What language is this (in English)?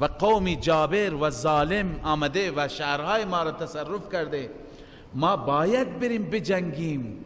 Persian